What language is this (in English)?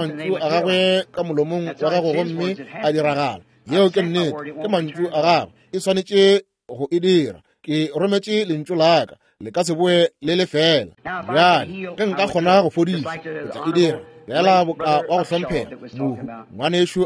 Northern Sotho